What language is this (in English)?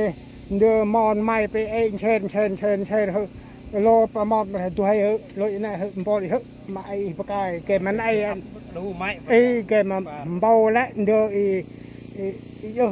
Central Mnong